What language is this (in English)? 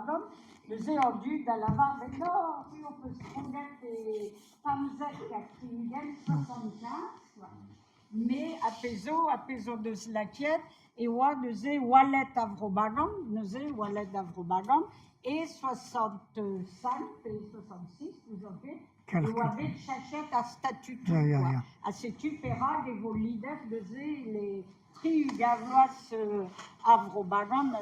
Breton